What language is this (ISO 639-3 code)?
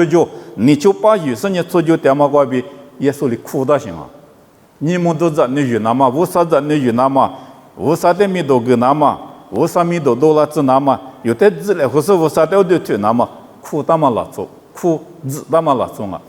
lis